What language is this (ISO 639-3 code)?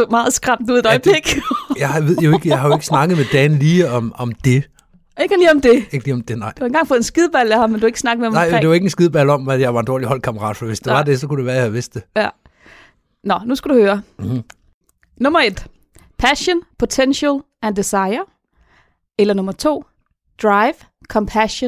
dan